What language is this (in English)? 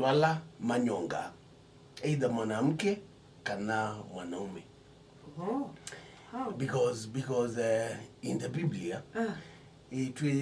Kamba